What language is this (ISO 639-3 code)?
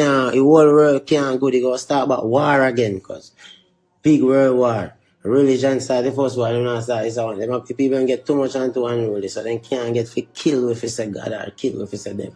jam